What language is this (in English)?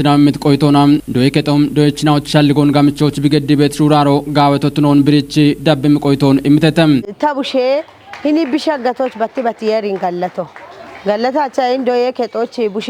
Kafa